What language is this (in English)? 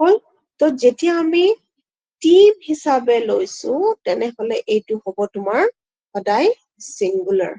Assamese